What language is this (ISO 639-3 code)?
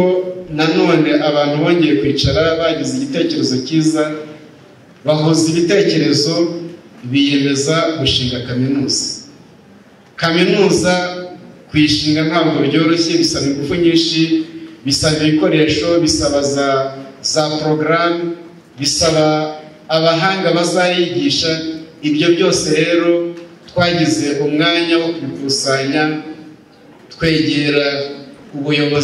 kin